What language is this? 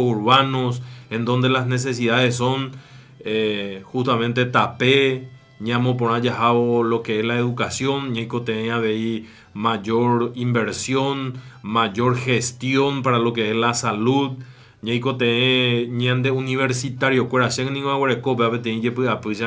Guarani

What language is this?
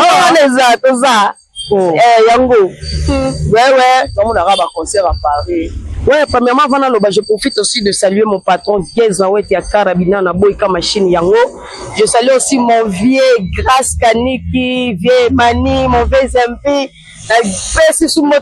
Lingala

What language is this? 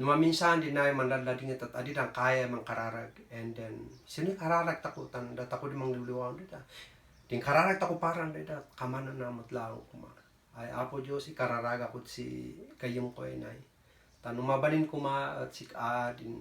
Kankanaey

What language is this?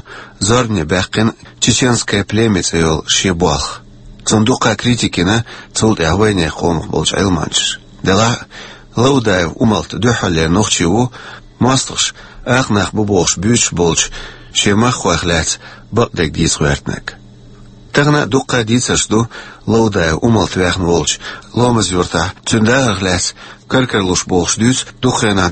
Chechen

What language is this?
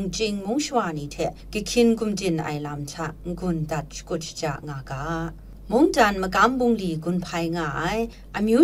Kachin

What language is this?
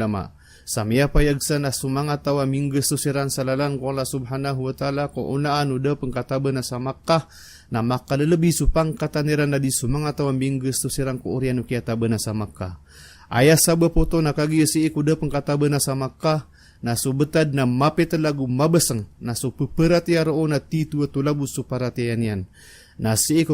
Maranao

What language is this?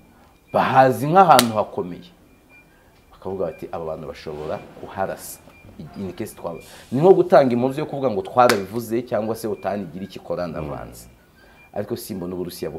Kinyarwanda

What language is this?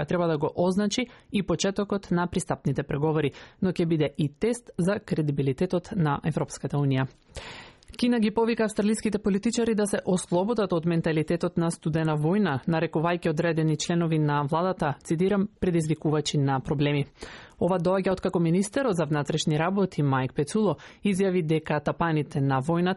Macedonian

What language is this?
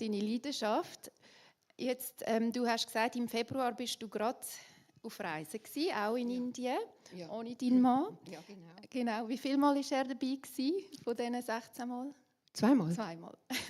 Swiss German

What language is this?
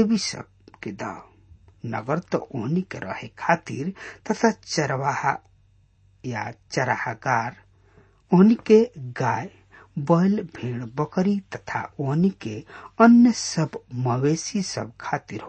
Bhojpuri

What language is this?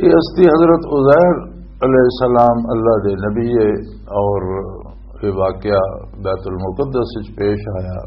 Western Panjabi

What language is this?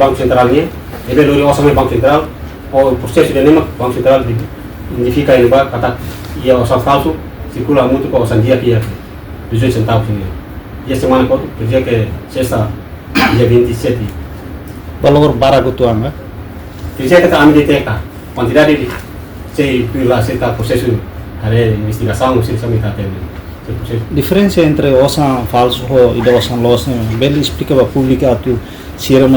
Tetum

